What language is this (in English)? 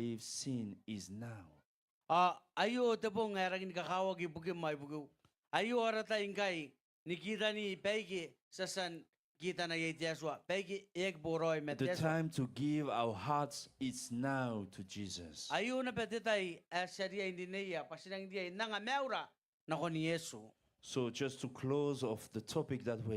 Gilbertese